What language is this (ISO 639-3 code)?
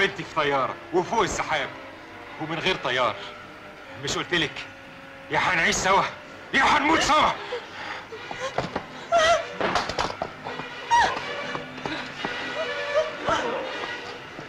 arz